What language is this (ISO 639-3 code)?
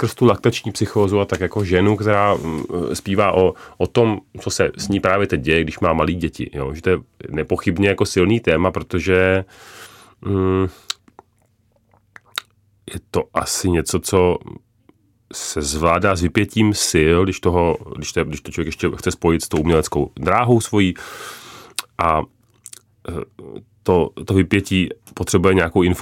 ces